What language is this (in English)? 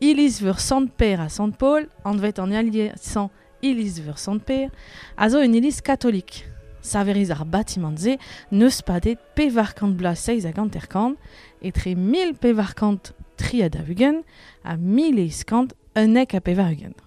Breton